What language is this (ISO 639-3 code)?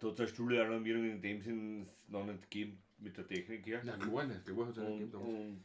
bar